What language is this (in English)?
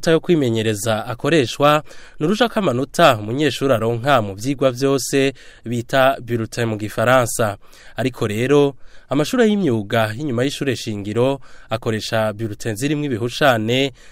Rundi